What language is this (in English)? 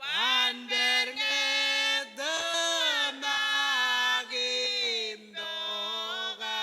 Marshallese